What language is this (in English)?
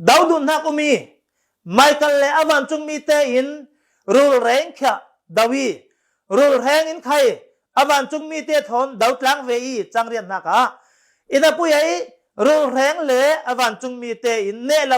Falam Chin